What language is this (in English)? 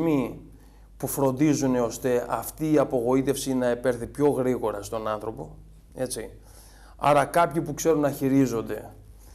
Greek